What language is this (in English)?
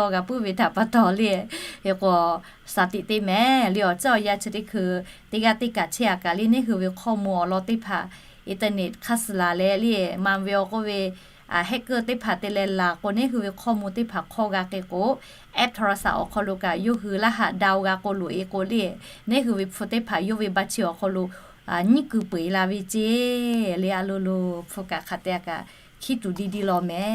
Lahu